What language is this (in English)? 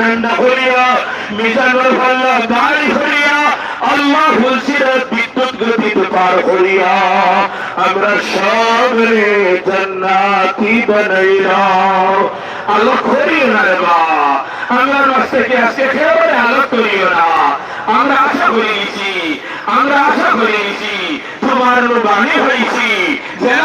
Sylheti